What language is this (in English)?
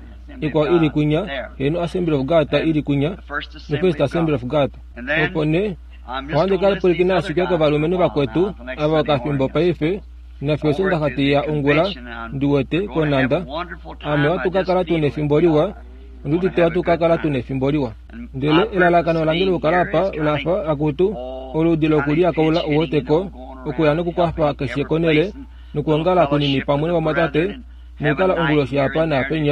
Kuanyama